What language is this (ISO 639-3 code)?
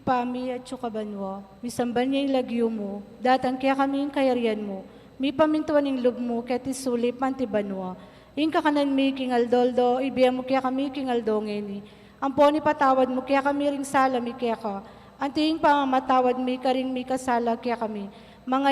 pam